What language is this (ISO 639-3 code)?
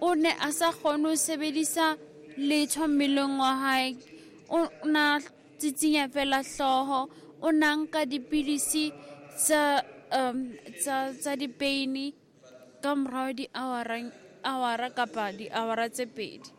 sot